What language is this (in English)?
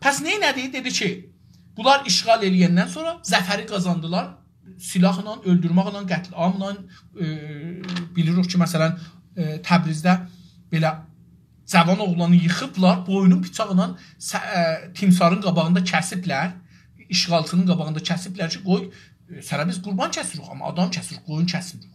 South Azerbaijani